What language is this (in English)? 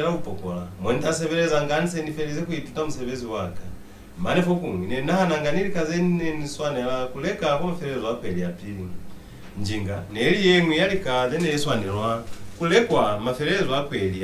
Lozi